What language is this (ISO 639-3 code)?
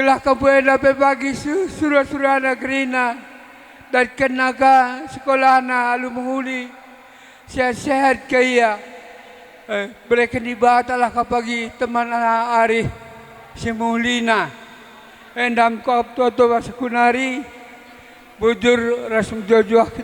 btx